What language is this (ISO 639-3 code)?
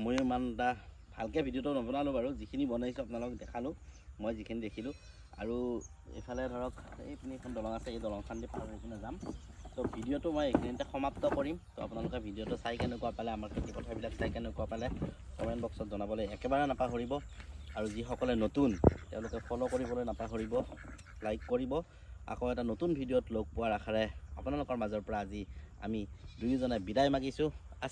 asm